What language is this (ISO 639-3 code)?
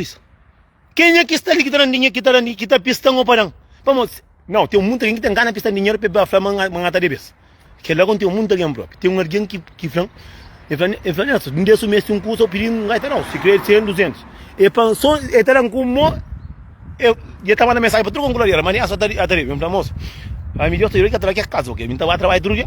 kea